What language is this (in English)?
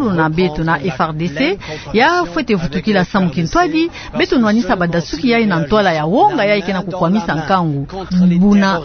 Kituba (Democratic Republic of Congo)